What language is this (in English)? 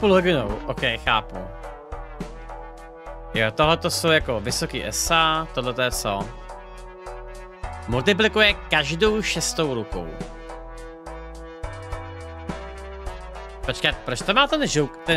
Czech